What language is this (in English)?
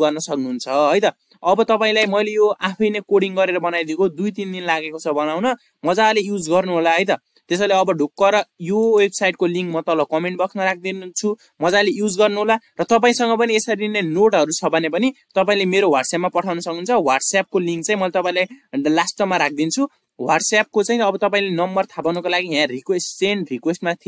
Nepali